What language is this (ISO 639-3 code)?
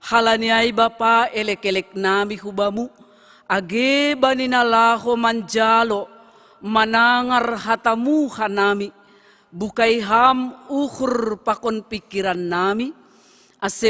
bts